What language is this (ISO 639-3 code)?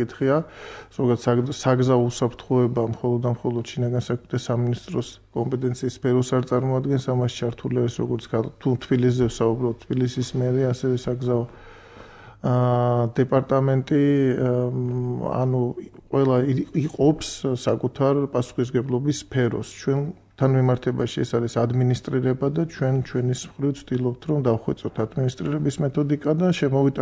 kat